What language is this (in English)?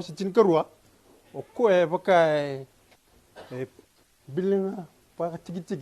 Fijian